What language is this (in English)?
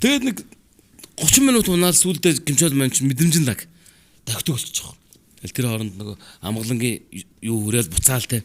Mongolian